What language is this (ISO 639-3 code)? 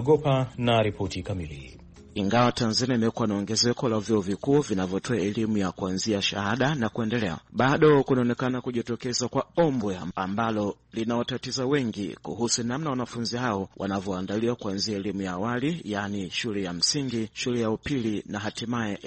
swa